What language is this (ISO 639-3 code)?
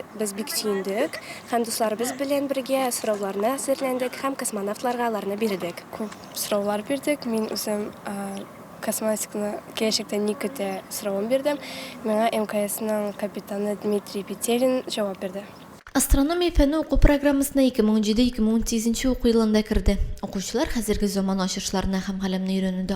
tat